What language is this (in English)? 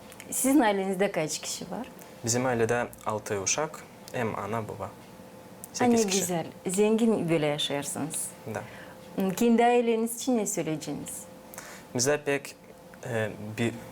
Gagauz